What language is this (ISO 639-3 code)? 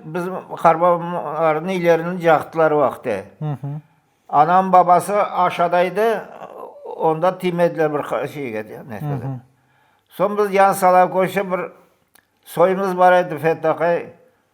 crh